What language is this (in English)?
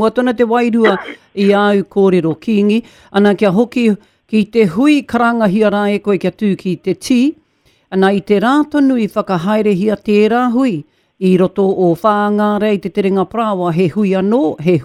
Māori